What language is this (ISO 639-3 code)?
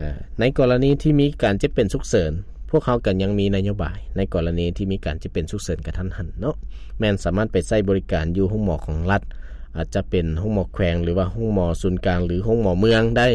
lao